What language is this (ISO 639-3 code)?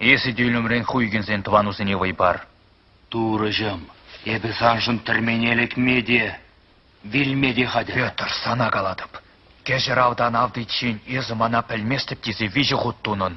chv